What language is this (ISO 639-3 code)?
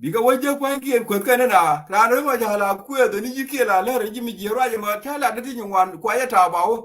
nus